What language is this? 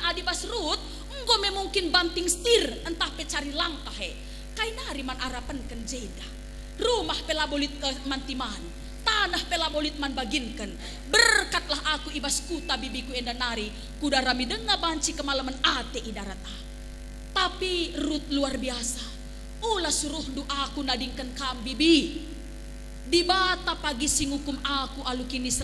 Batak Karo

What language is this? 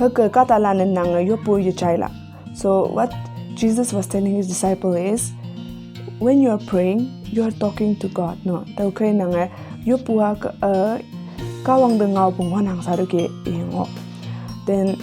Konyak Naga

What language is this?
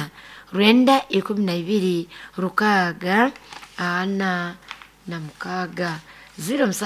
Nyoro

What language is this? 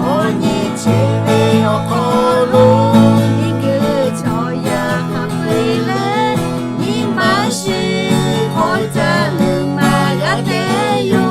Lahu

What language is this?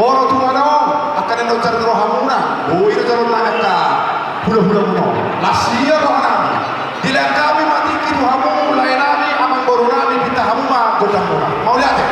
Batak Toba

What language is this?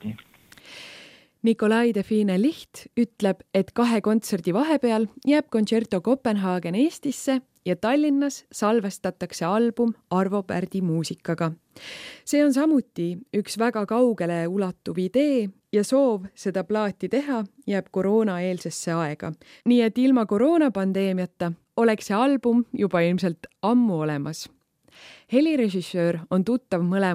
Estonian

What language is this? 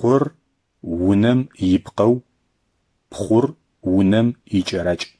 Adyghe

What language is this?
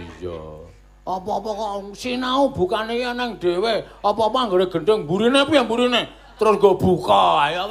Javanese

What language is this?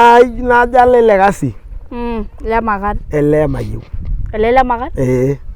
Masai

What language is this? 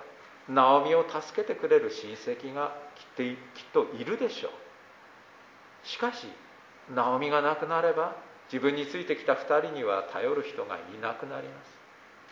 Japanese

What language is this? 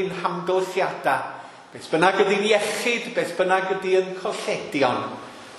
Welsh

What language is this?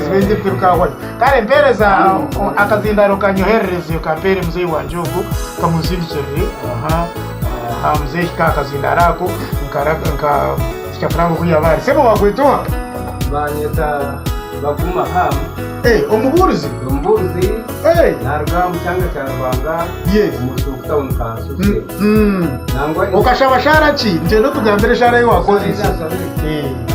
Nyankole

